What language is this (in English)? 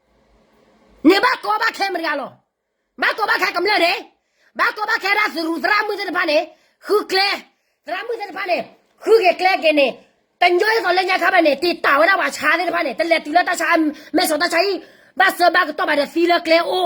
S'gaw Karen